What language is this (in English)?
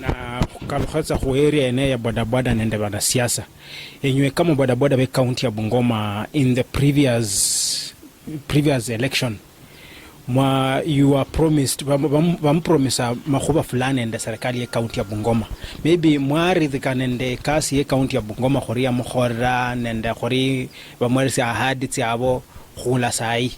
Luyia